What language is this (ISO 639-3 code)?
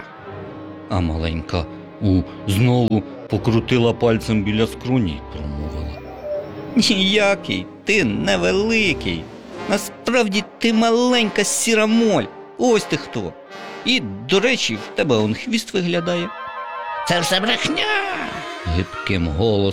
ukr